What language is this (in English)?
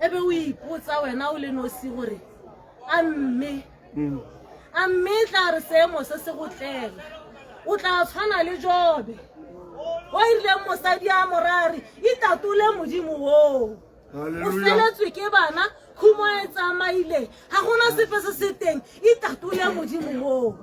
Tswana